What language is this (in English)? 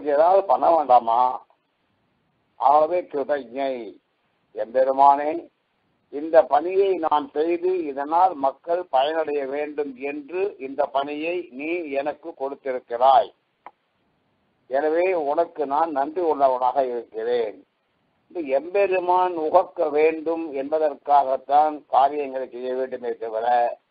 Tamil